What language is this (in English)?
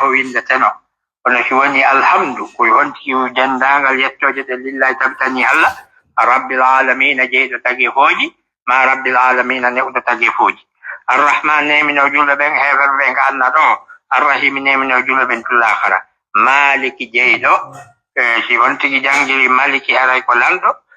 Fula